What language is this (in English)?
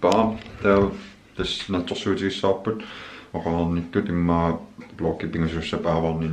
Kalaallisut